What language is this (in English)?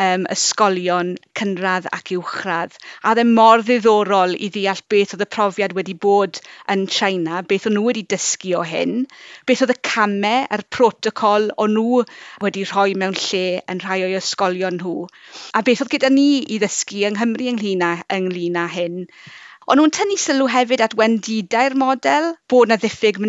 Welsh